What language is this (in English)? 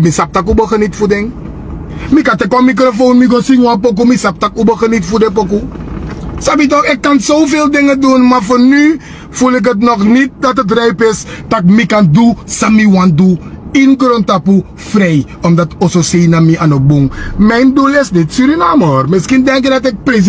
Sranan Tongo